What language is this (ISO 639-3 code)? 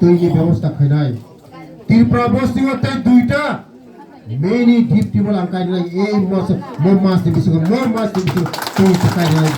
trp